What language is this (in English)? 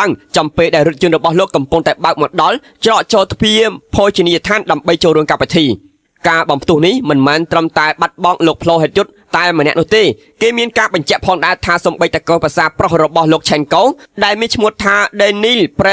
Khmer